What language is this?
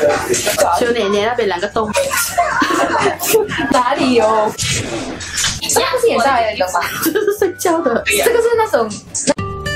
Chinese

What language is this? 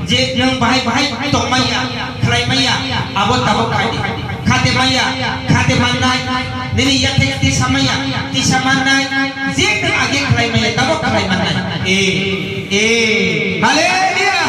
Kok Borok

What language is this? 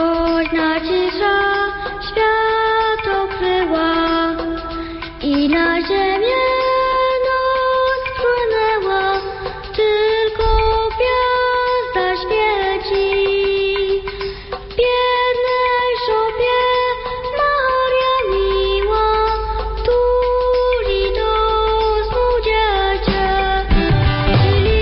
Polish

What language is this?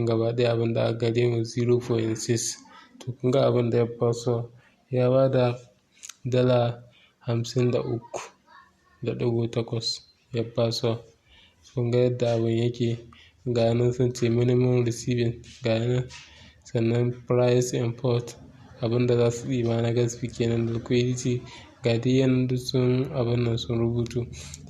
Hausa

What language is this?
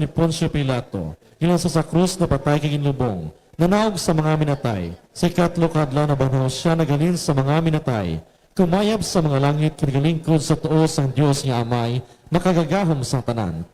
Hiligaynon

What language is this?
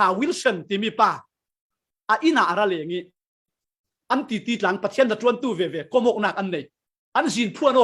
Falam Chin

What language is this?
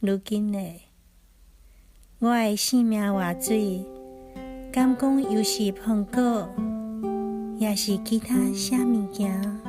Min Nan Chinese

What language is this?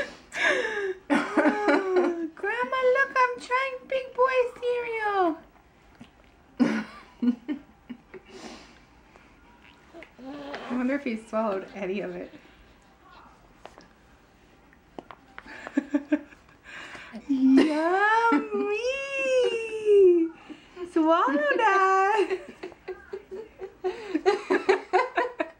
English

